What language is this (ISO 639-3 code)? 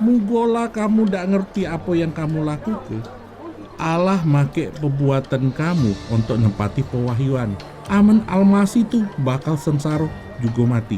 mui